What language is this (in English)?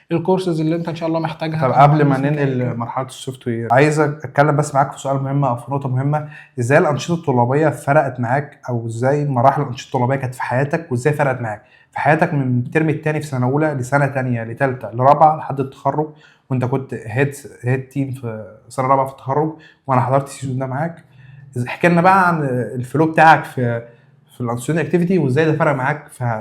Egyptian Arabic